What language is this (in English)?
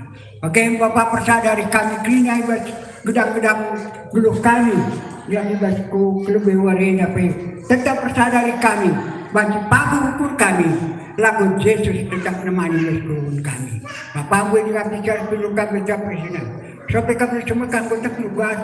Batak Karo